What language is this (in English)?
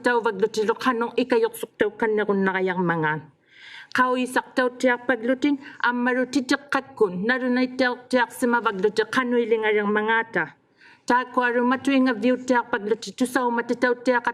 Inuktitut